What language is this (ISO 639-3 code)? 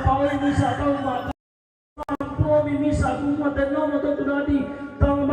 sda